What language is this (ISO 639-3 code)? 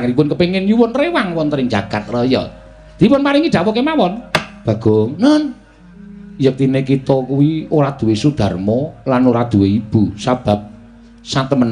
jav